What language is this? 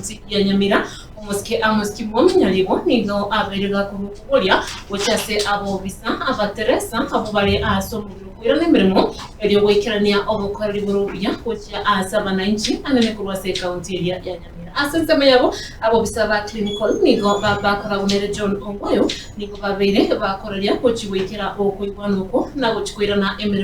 Gusii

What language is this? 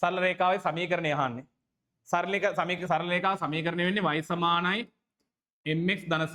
Sinhala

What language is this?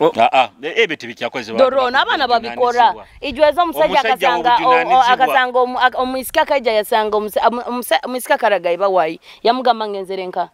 Nyoro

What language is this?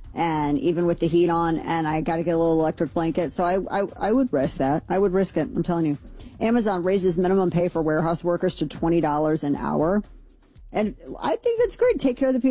English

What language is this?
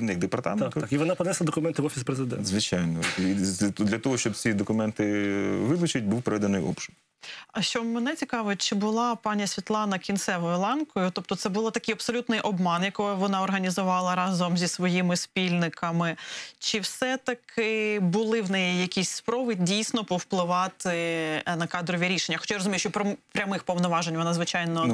Ukrainian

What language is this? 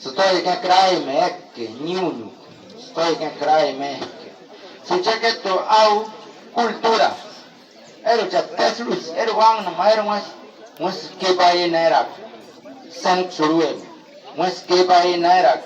Bribri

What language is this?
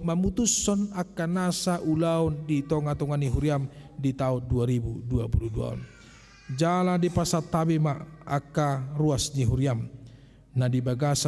Batak Toba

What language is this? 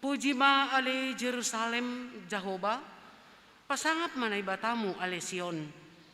Batak Simalungun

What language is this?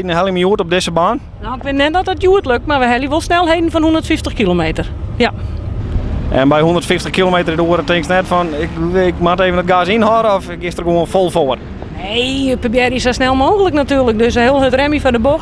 Western Frisian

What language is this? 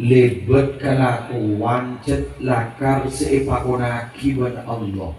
Madurese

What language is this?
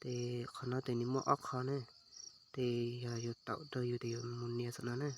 Hmong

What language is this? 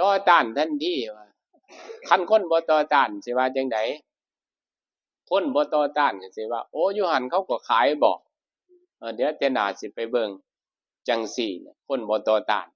Northeastern Thai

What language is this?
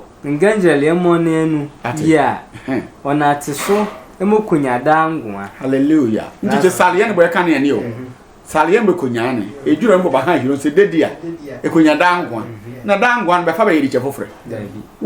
Sehwi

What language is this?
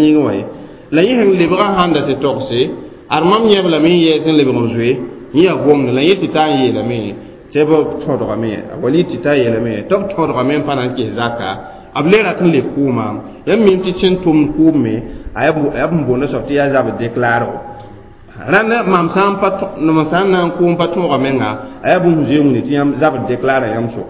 Mossi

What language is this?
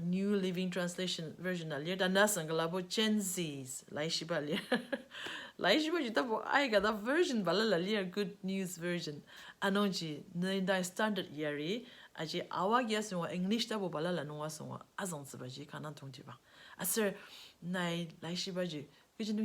Ao Naga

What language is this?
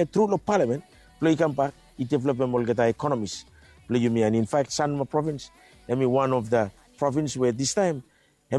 Bislama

